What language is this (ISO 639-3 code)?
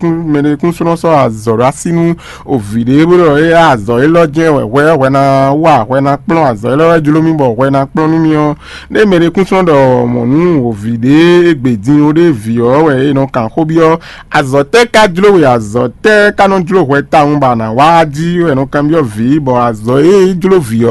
fon